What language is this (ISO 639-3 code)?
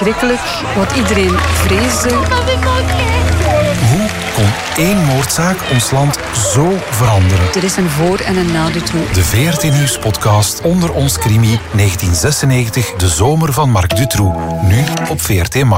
nld